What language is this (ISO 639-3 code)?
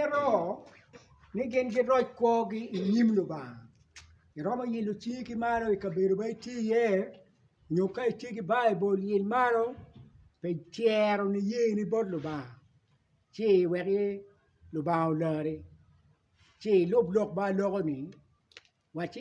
ach